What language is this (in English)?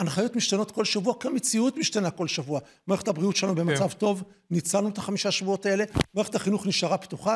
Hebrew